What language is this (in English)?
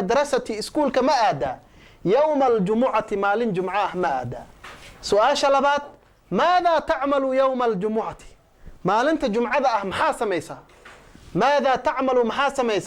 Somali